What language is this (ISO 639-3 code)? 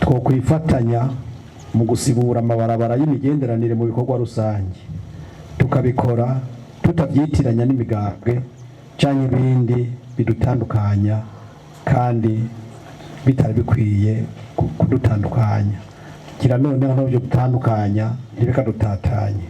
run